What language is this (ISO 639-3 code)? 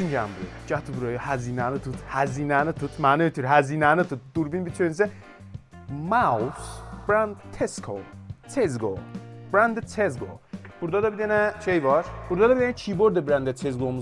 azb